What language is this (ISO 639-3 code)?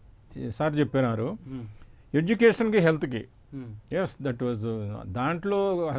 tel